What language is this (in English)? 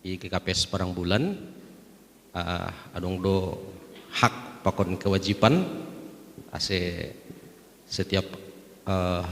Batak Simalungun